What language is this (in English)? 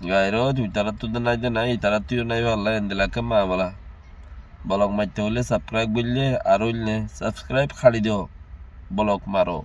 Rohingya